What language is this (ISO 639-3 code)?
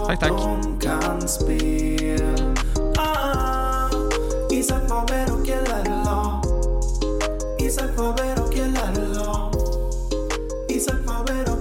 swe